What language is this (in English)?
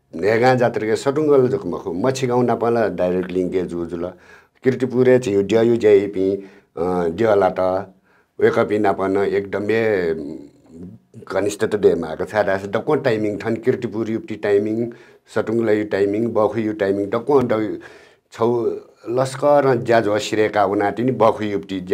Newari